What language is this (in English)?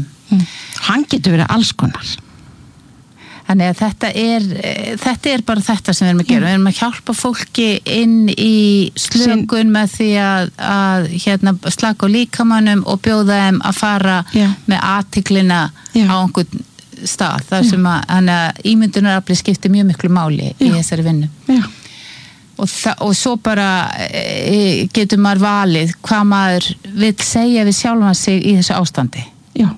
Icelandic